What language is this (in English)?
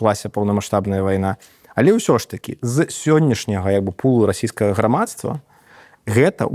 Belarusian